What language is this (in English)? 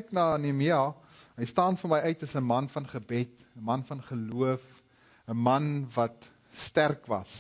Afrikaans